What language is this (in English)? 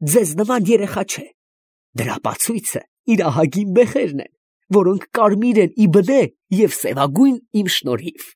Armenian